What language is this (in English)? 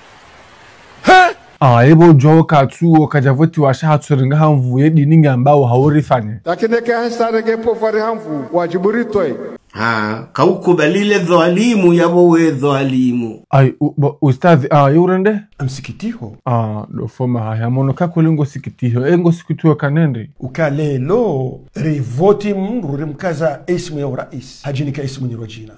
Ngazidja Comorian